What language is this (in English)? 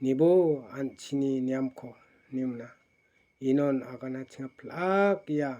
Garo